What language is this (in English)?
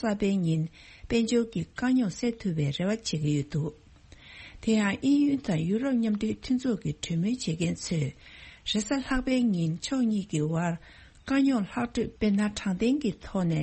Tibetan